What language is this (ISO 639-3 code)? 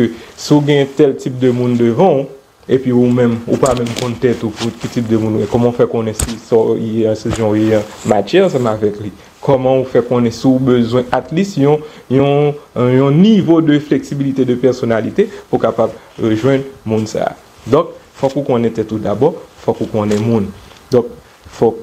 hat